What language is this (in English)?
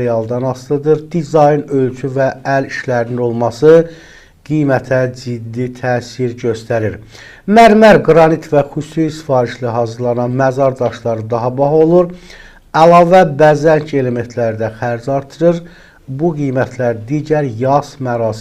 Azerbaijani